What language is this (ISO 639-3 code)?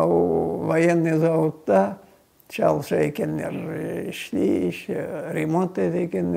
crh